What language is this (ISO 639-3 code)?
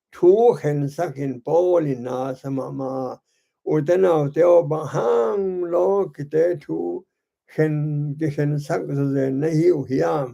ctd